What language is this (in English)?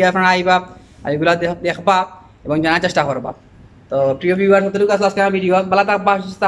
Sylheti